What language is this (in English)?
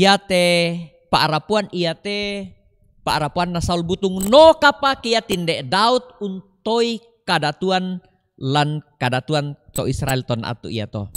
Toraja-Sa'dan